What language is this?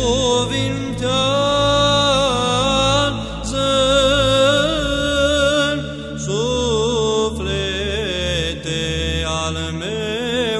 Romanian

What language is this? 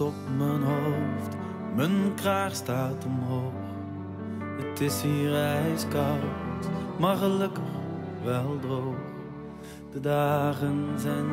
Dutch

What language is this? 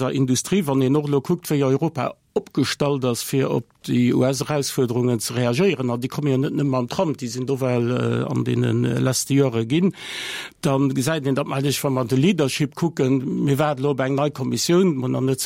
Luxembourgish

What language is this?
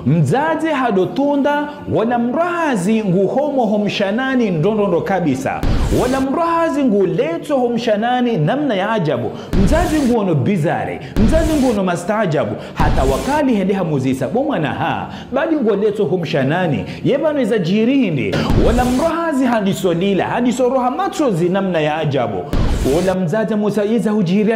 Ngazidja Comorian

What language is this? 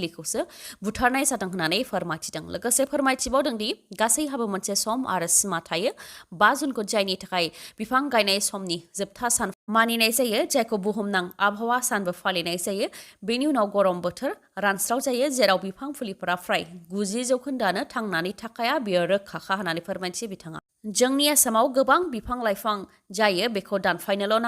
Bodo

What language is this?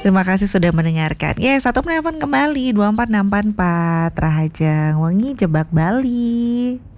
Balinese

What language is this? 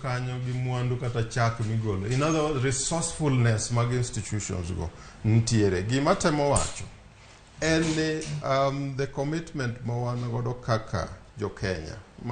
Luo (Kenya and Tanzania)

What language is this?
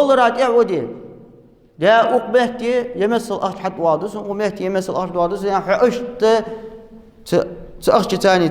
Ingush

